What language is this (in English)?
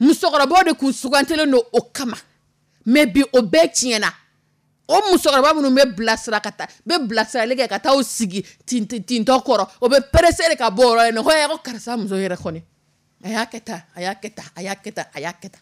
Dyula